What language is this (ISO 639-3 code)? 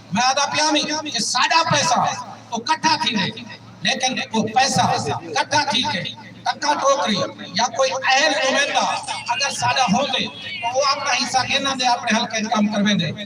skr